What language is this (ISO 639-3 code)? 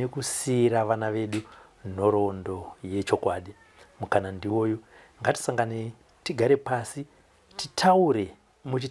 sna